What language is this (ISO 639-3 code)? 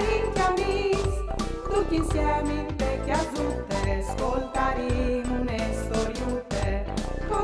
fur